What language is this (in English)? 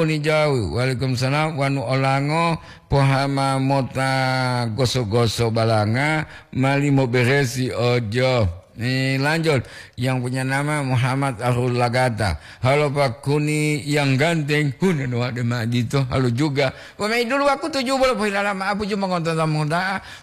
Gorontalo